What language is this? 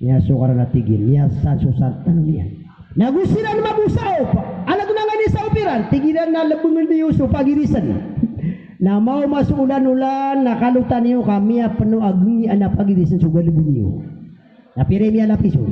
Maranao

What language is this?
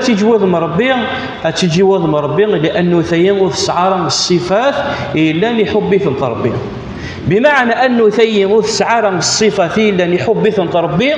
Kabyle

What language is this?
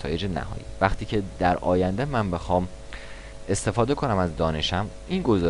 Persian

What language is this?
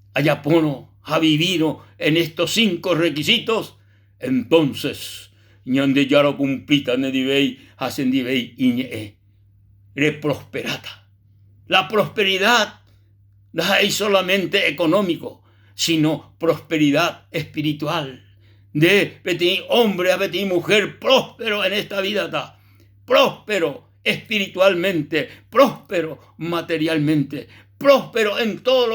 Guarani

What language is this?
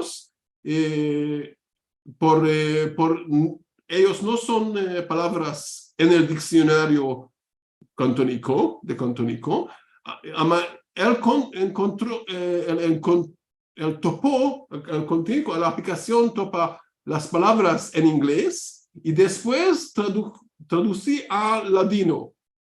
Ladino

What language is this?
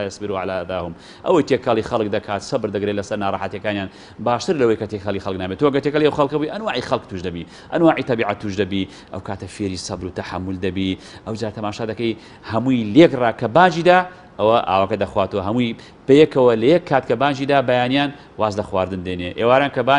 Central Kurdish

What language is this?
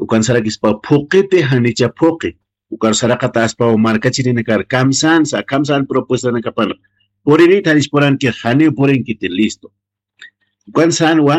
Aymara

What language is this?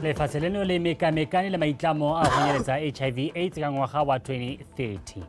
Tswana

